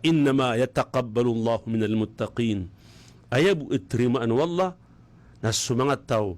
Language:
Maranao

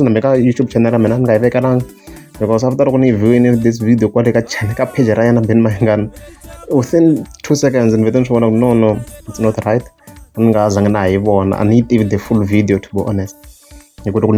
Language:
Tsonga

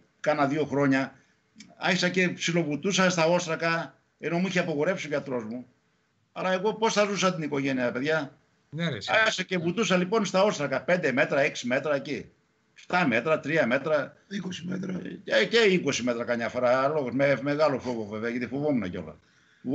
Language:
Greek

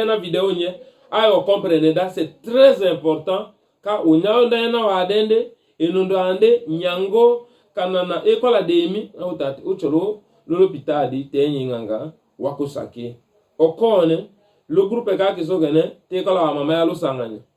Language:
Tetela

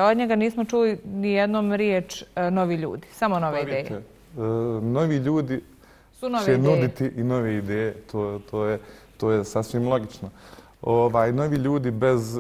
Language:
Bosnian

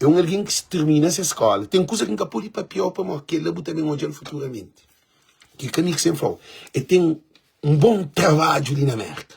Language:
Kabuverdianu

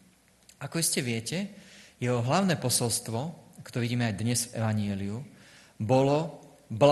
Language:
Slovak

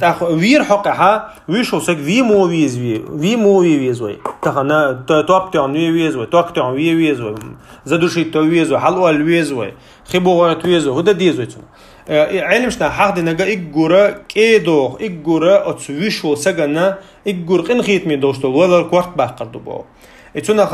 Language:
Chechen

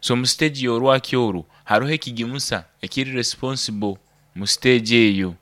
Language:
Nyoro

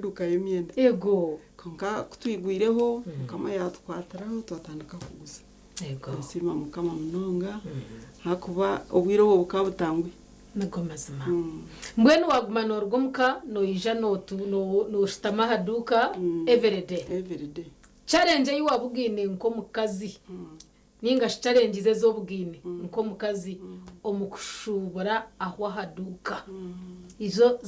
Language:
Nyankole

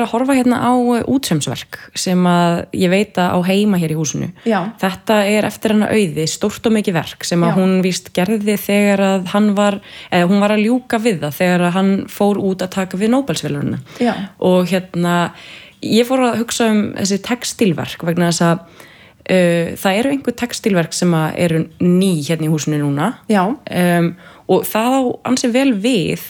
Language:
Icelandic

